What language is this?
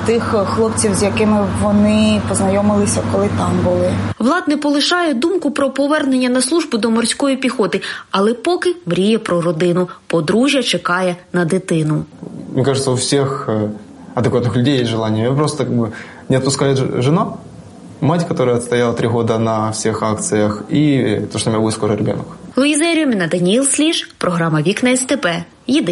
Ukrainian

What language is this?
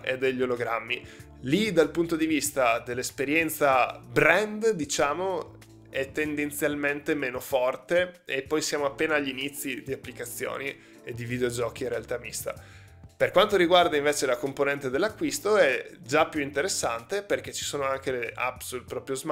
Italian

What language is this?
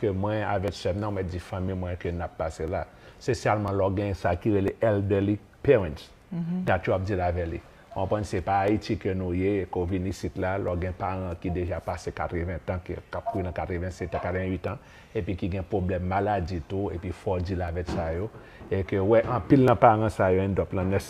Haitian Creole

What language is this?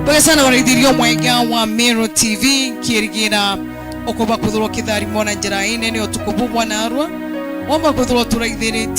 Meru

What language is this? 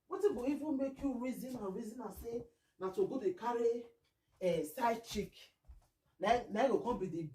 Nigerian Pidgin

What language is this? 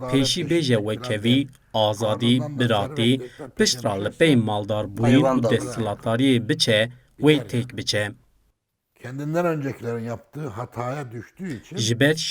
Kurdish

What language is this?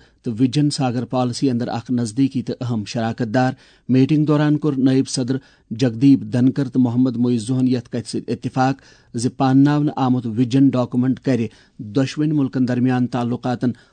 Kashmiri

